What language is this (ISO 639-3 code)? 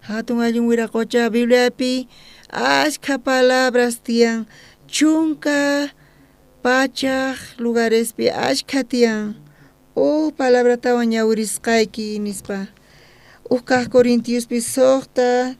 quh